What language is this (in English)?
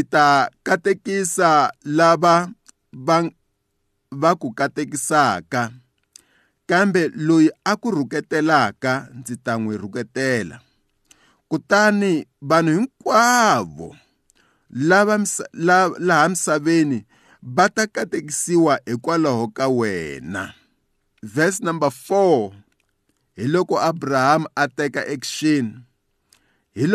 Tsonga